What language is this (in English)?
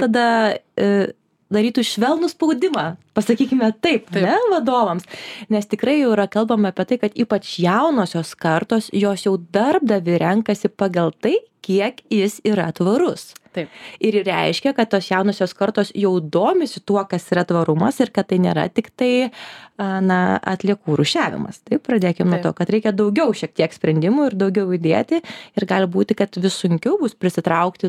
Lithuanian